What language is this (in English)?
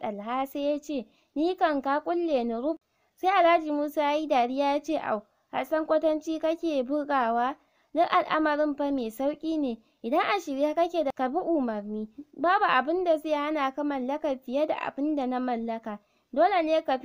Hausa